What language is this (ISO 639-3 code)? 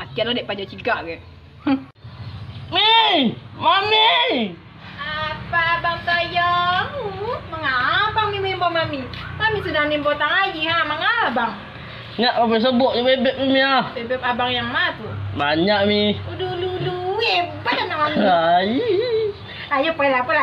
min